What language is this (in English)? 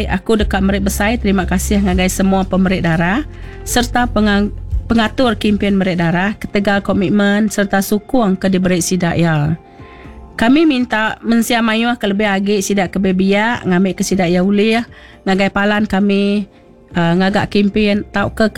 Iban